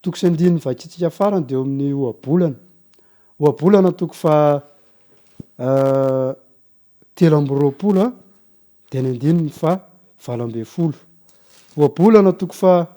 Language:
Malagasy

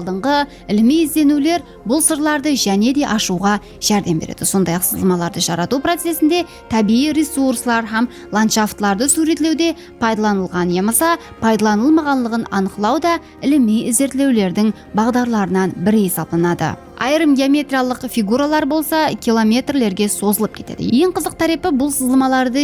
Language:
Kara-Kalpak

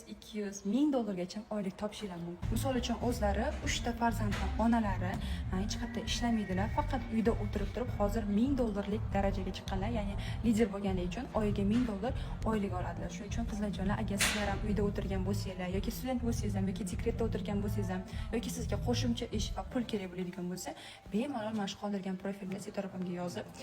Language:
Uzbek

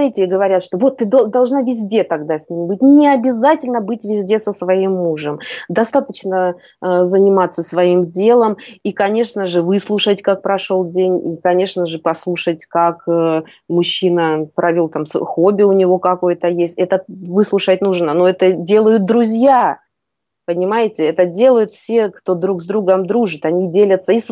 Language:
Russian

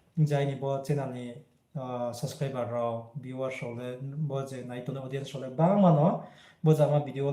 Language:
Riang (India)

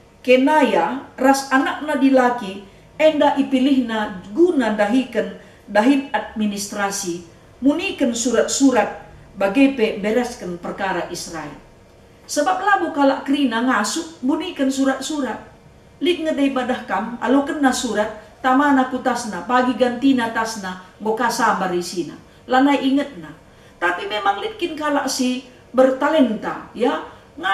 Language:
Batak Karo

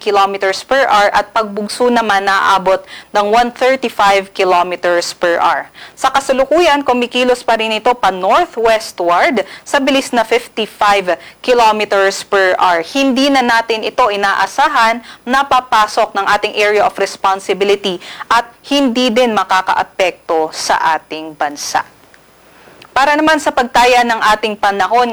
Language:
Filipino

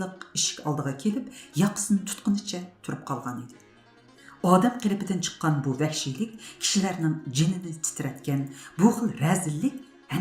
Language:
Uyghur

